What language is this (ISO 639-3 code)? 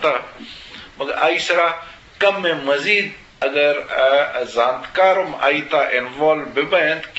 bgp